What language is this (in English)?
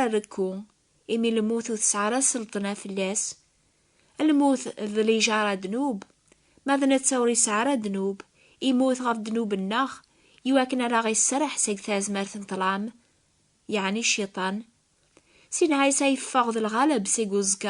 Kabyle